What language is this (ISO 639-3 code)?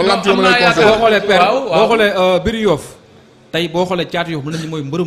wol